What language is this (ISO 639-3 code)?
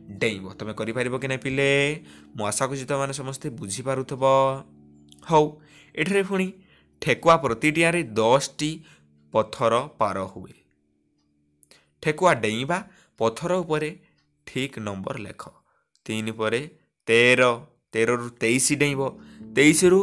ori